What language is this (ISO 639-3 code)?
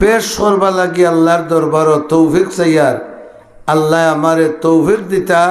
syl